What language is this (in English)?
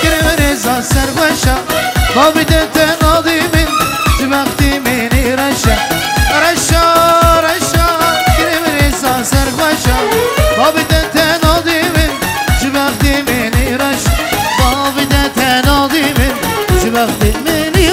Kurdish